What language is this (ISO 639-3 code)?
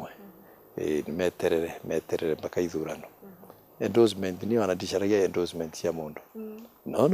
mer